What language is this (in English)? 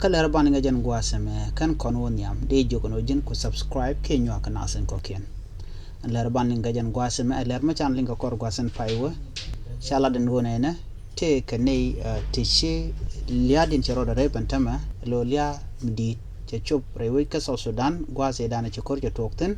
Nuer